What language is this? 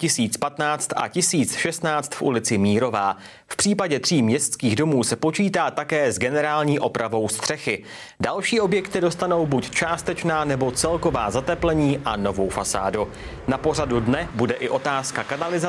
Czech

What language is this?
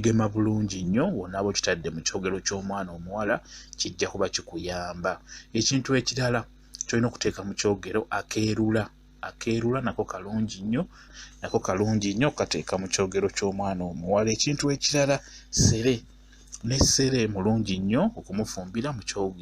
Ganda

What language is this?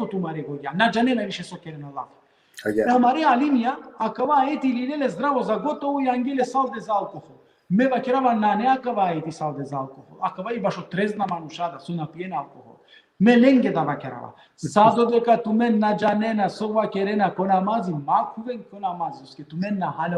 Balkan Romani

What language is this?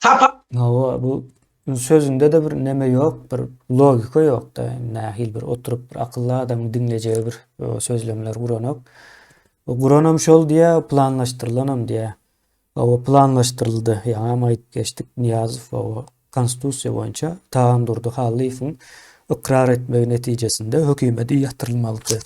Turkmen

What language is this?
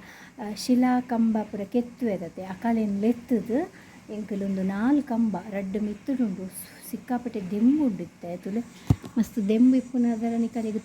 Tulu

